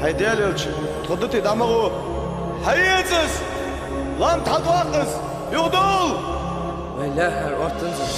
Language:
Ingush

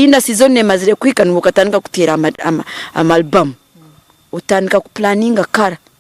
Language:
Nyankole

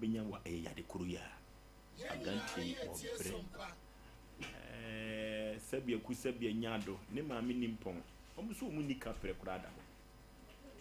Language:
Akan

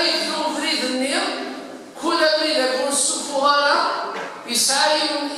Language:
Kabyle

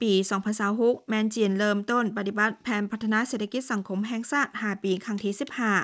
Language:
Lao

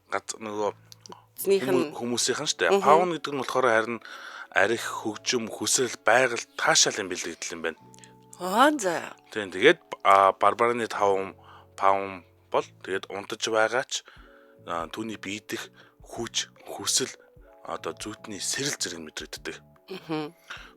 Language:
Mongolian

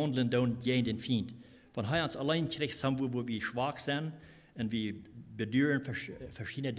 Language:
Plautdietsch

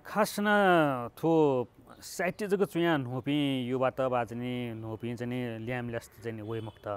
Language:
Newari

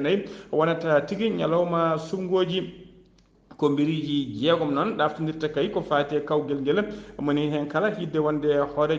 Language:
Fula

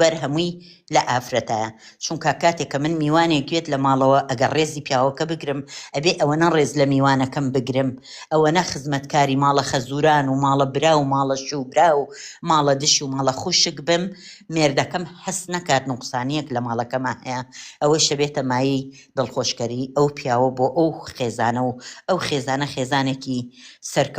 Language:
Central Kurdish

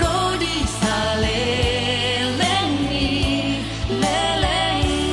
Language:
Batak Toba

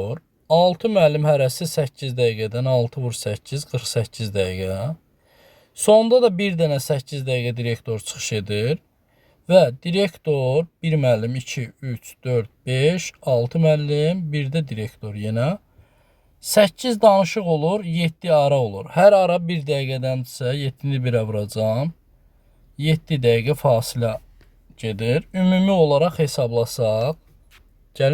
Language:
Azerbaijani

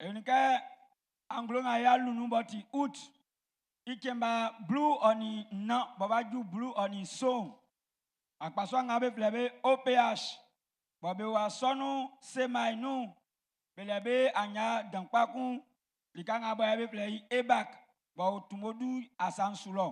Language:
Baoulé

